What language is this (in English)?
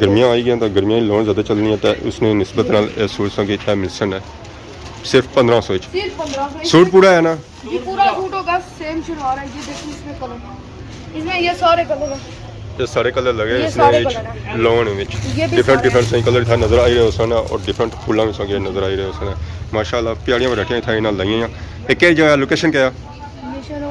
Pahari-Potwari